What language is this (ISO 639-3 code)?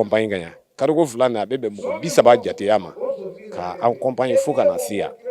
bam